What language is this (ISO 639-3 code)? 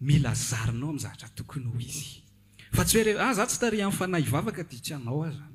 mlg